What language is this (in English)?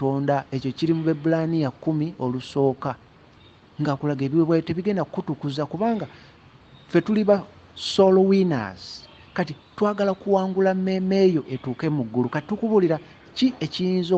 Ganda